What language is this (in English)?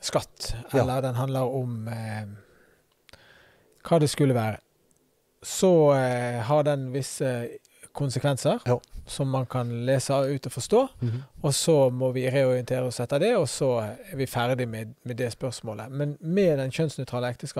Norwegian